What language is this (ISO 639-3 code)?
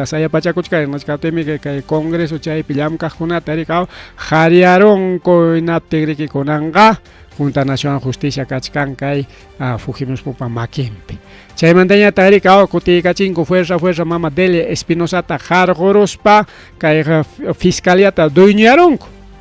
quy